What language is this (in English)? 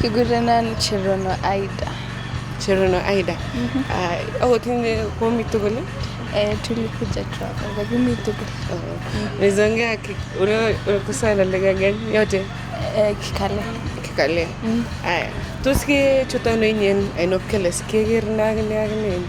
Kalenjin